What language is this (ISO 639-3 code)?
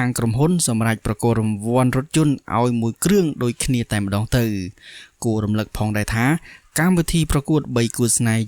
khm